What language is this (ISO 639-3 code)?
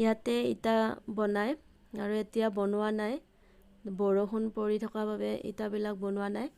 asm